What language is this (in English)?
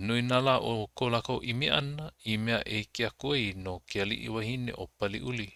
Hawaiian